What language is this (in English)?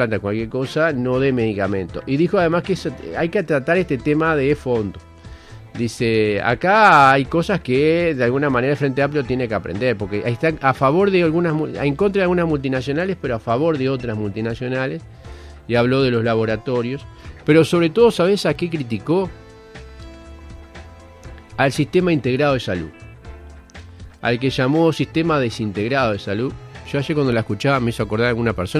Spanish